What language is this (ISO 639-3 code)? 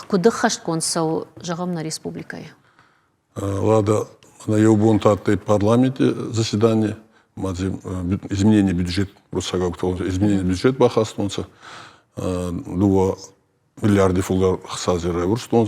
oss